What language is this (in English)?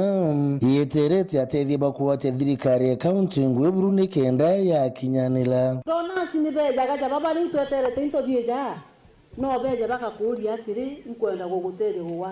Meru